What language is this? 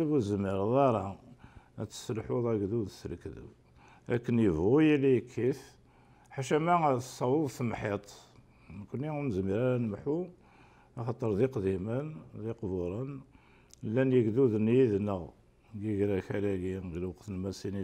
Kabyle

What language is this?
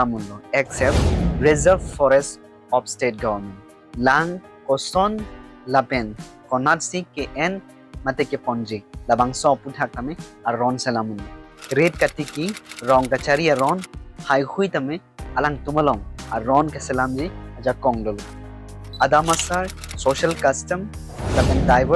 Karbi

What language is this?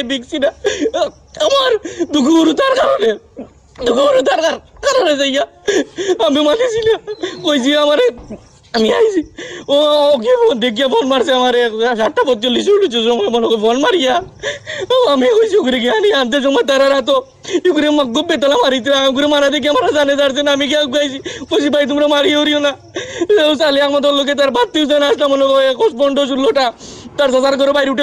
Sylheti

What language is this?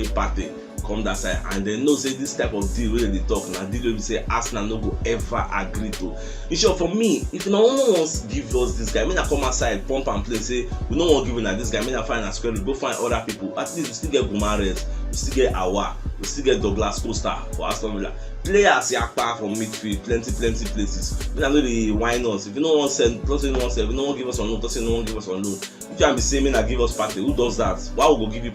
Nigerian Pidgin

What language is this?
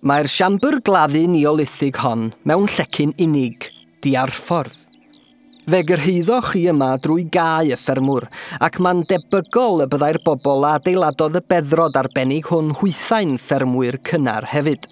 Welsh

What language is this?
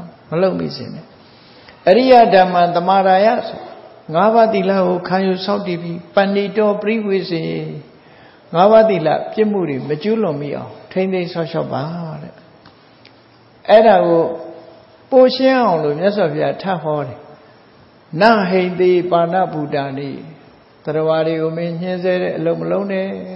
Burmese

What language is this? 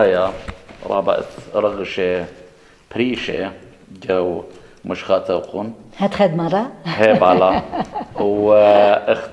Assyrian Neo-Aramaic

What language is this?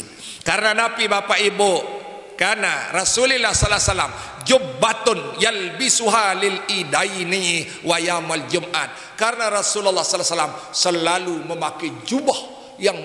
Sasak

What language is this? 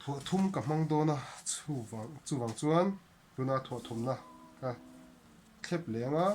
Mizo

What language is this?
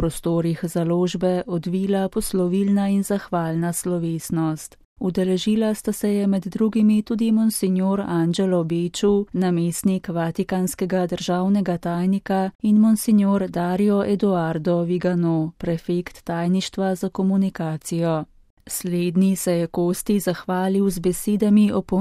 Slovenian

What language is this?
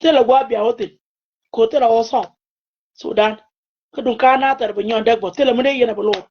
Nuer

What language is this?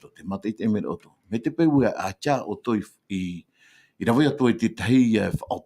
Tahitian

